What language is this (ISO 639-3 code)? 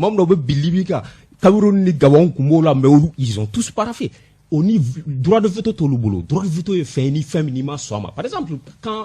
bam